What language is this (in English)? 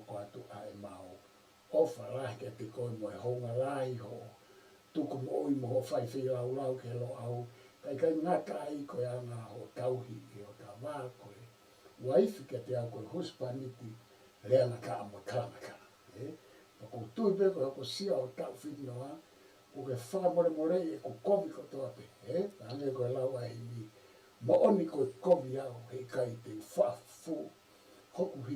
Tongan